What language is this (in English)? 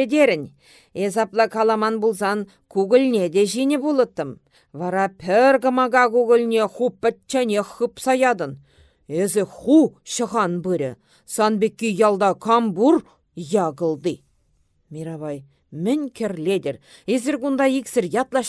Chuvash